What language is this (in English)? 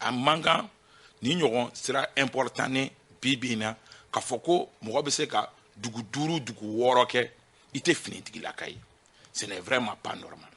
Bambara